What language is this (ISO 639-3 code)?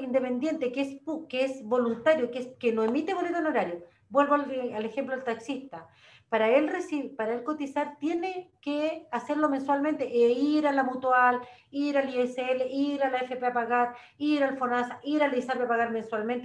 spa